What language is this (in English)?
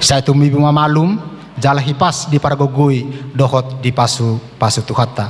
Batak Toba